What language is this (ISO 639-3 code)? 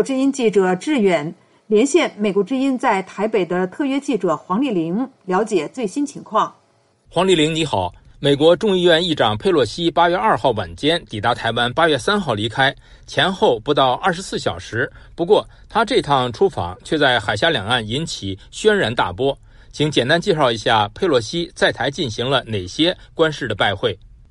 zho